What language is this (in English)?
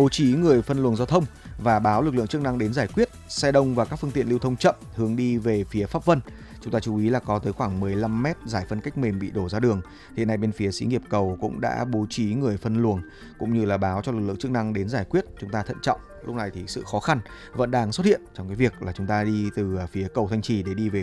Vietnamese